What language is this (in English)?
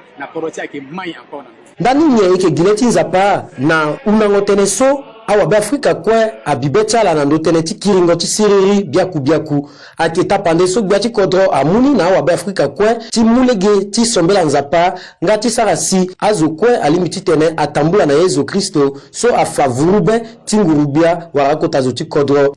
Sango